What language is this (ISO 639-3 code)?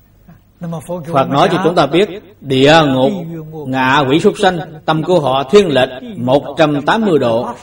vie